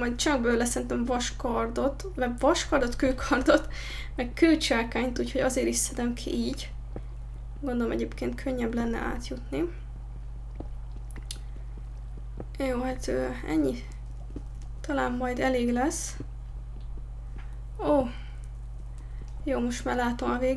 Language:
Hungarian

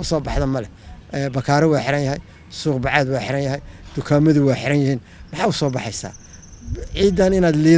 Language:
Somali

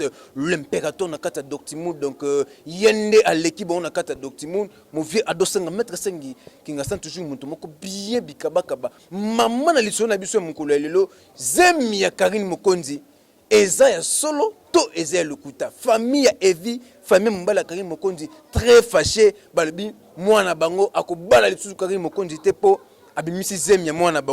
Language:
Lingala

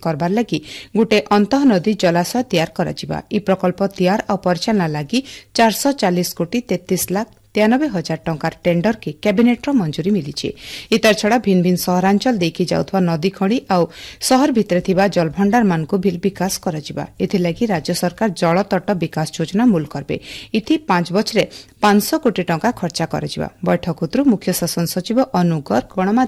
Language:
Odia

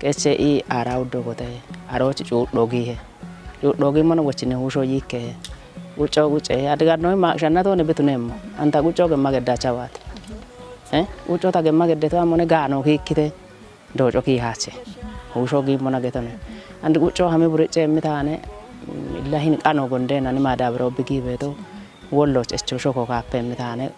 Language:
Kafa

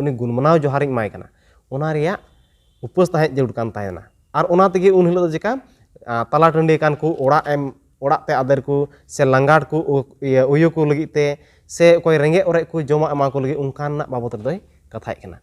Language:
Santali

